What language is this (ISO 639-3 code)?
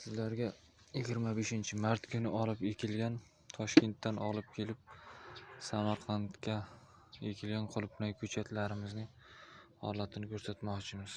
uzb